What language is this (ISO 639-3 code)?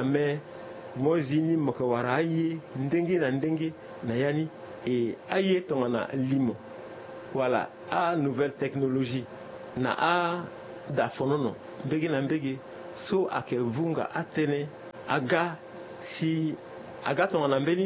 sag